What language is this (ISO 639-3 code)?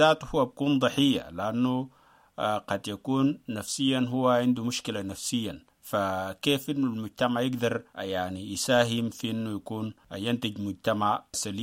apd